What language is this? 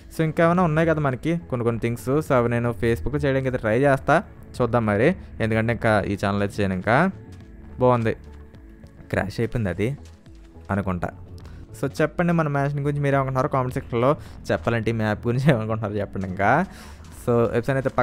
Telugu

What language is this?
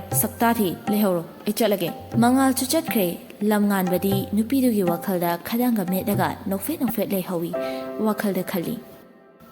Manipuri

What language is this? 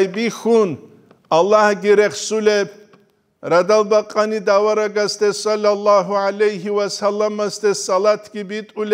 Avaric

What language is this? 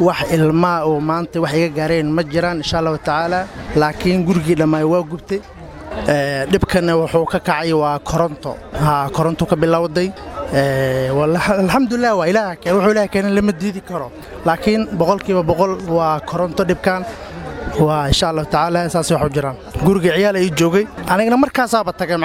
Somali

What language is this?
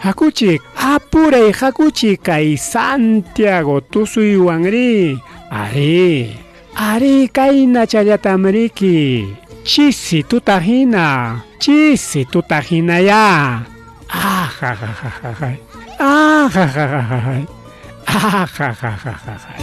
Ayacucho Quechua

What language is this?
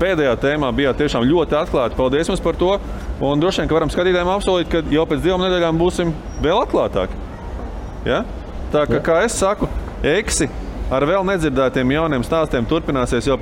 Latvian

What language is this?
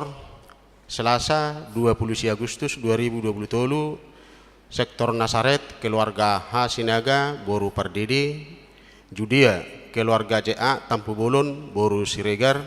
Batak Toba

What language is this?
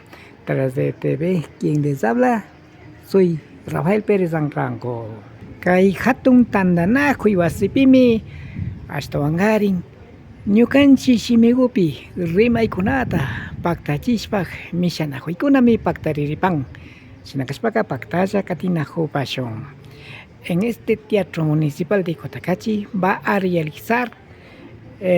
Imbabura Highland Quichua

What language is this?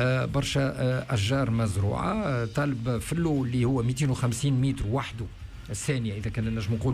Tunisian Arabic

